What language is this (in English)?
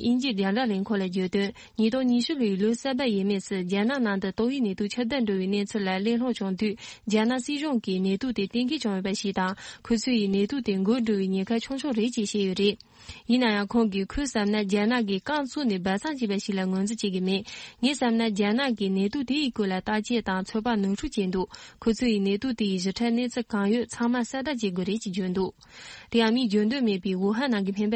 Tibetan